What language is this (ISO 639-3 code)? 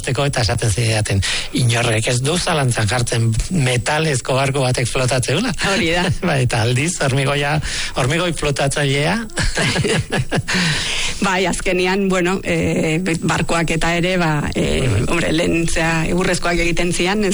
eus